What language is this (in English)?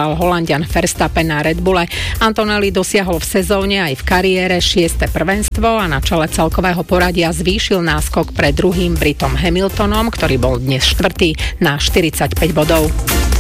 Slovak